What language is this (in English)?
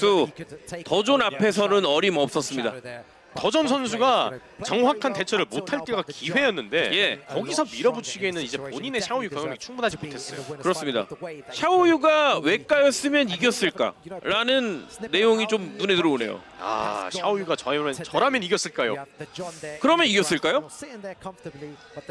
Korean